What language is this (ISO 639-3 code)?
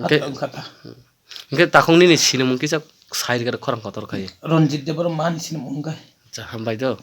trp